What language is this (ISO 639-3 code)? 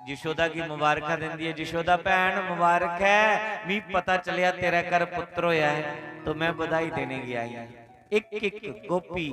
doi